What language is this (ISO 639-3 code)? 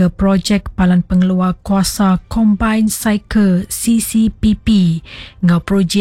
iba